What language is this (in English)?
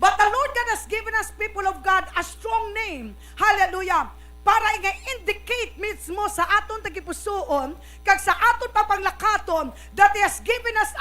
Hiligaynon